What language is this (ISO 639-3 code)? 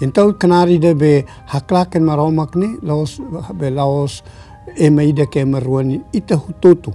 tet